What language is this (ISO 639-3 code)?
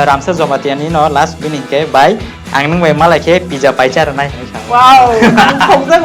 trp